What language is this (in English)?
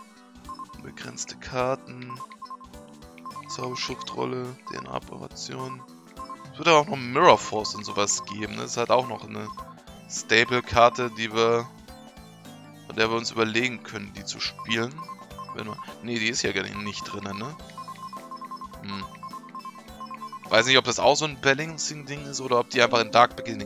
German